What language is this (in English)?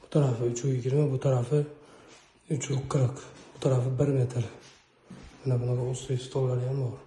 Uzbek